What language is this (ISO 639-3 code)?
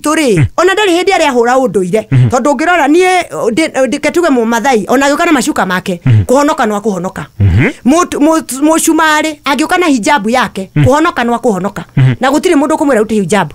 kik